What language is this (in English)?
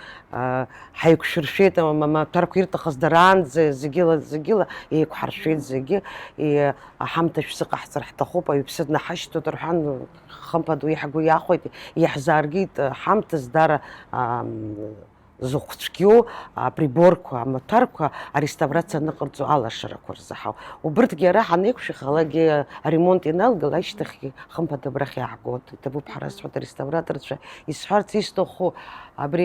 Abkhazian